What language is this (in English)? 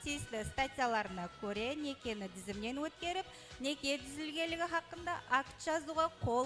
Kara-Kalpak